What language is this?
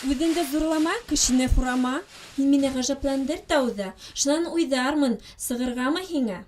Bashkir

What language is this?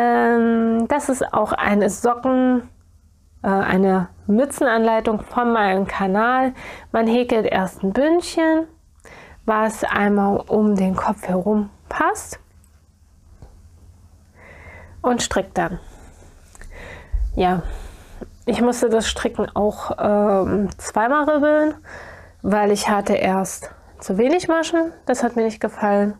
German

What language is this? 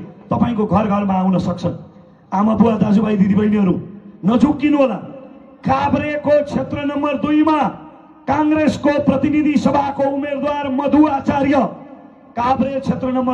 Nepali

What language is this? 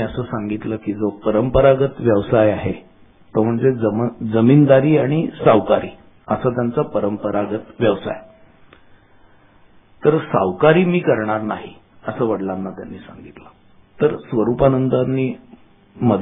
Marathi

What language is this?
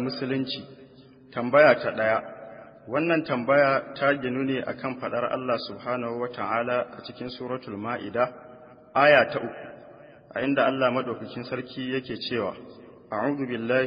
Hausa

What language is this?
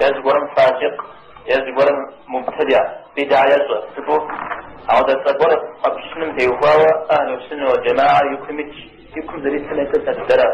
Kabardian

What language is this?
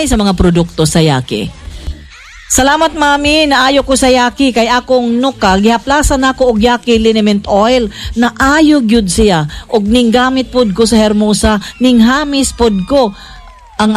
Cebuano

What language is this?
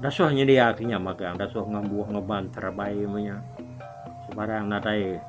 Iban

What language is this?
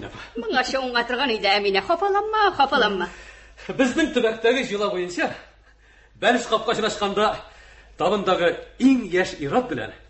Tatar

